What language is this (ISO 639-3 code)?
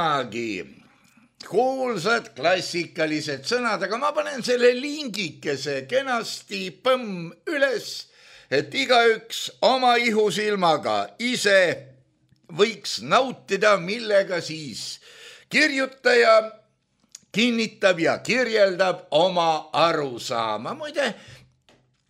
est